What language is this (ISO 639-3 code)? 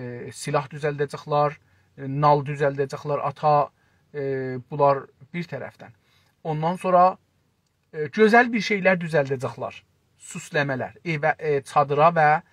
azb